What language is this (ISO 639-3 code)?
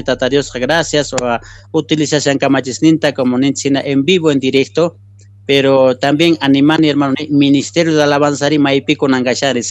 que